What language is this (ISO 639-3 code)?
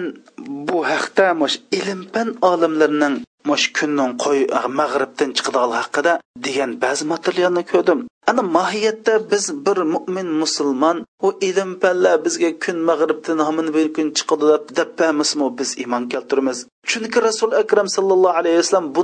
uig